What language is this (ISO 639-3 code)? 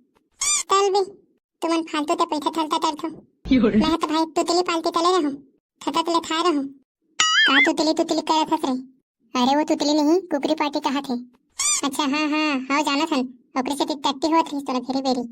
hne